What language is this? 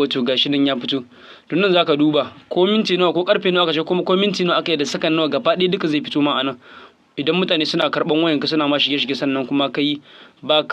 Hausa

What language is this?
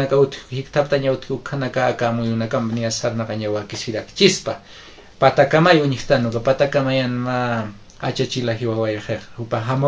Aymara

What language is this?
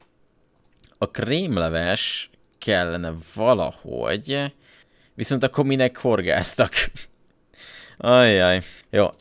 Hungarian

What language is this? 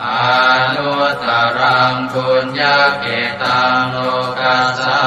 Pali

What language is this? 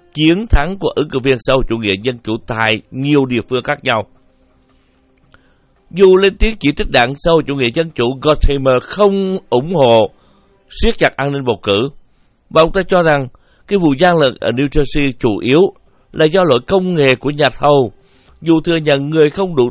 Vietnamese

